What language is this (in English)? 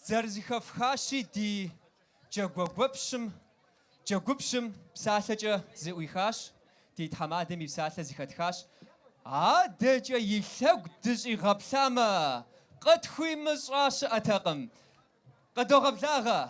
Kabardian